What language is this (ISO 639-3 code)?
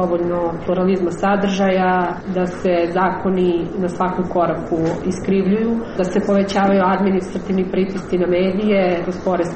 srp